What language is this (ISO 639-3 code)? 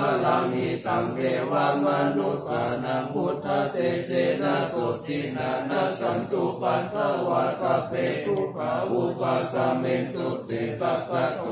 pli